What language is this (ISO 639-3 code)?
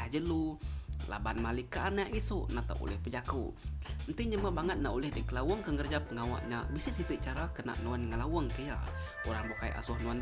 iba